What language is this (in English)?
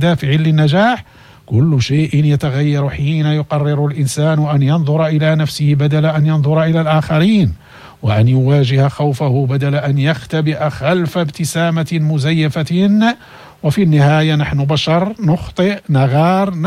Arabic